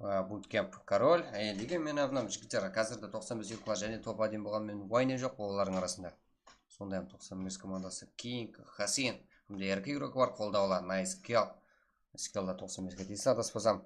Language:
Kara-Kalpak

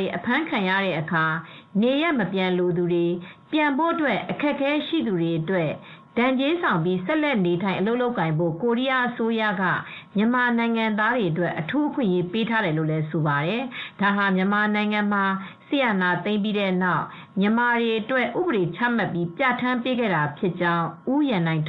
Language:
Burmese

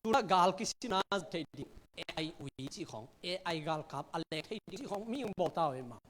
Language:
Tedim Chin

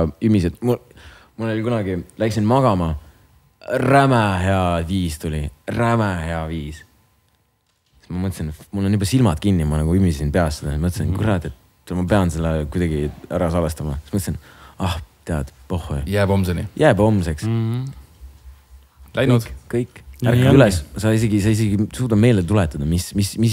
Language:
Estonian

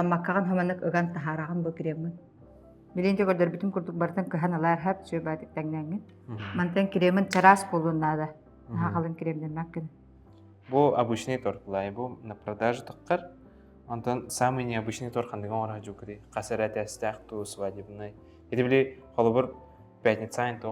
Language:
Yakut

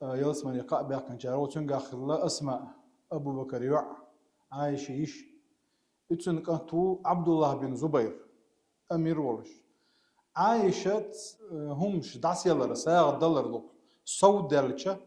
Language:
Chechen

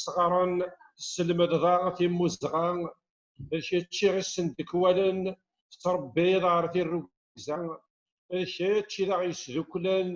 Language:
Kabyle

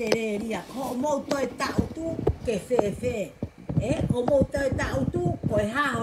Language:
Tongan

